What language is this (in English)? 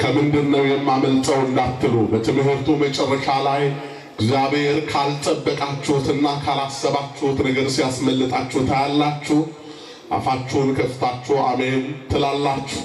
Amharic